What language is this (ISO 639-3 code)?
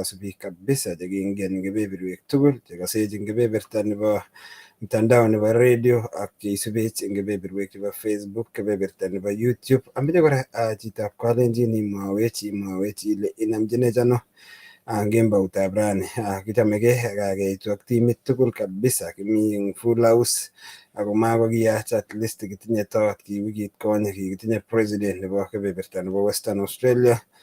kln